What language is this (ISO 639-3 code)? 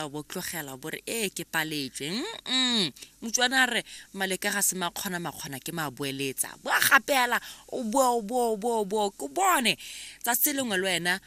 tsn